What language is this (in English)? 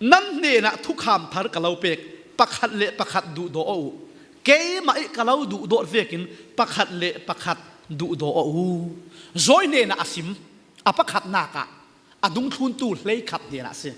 Falam Chin